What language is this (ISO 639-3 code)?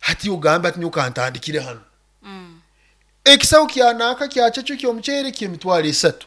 nyo